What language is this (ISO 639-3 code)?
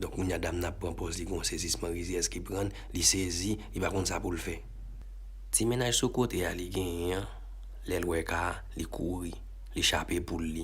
hat